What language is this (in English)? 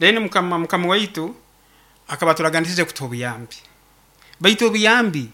Nyoro